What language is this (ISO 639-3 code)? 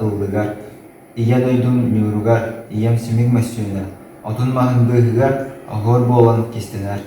sah